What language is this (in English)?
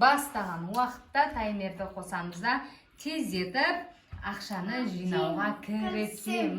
Kazakh